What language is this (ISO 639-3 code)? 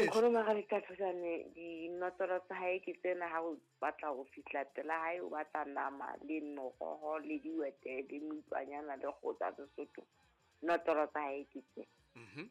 sot